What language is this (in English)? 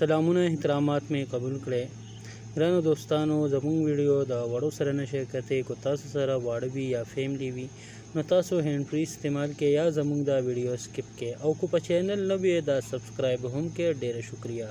Pashto